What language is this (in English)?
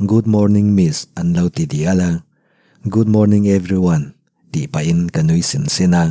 Mizo